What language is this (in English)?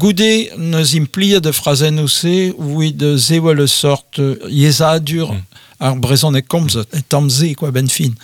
Breton